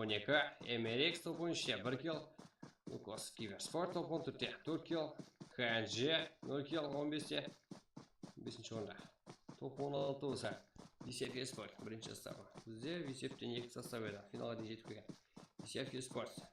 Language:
Kara-Kalpak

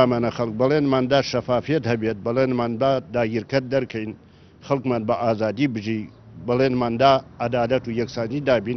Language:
Central Kurdish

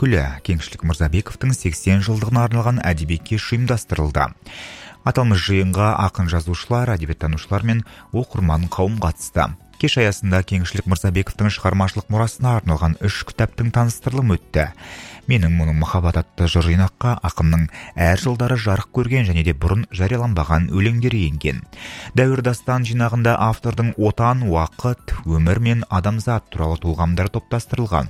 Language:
Kazakh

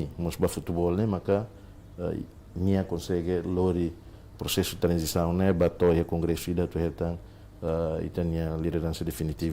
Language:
Tetum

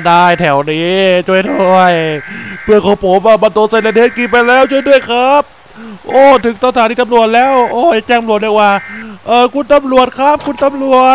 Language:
Thai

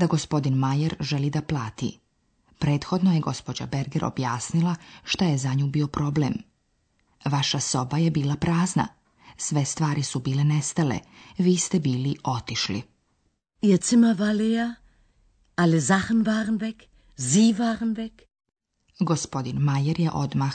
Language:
Slovenian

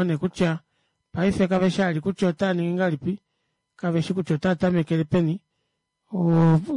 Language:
Kuanyama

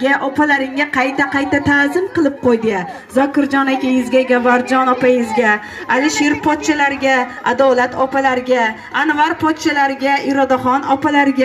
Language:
Uzbek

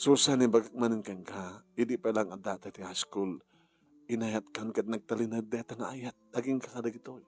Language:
Iloko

